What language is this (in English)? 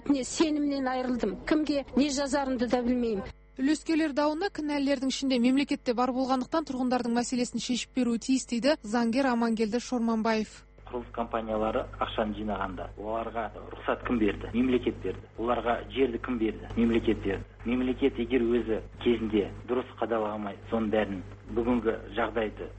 Kazakh